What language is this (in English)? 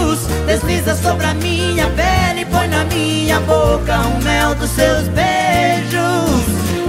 Portuguese